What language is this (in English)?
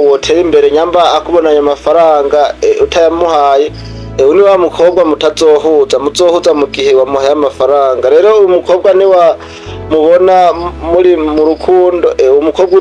Rundi